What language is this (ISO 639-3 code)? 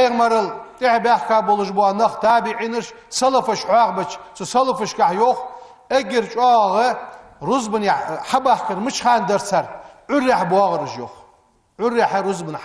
inh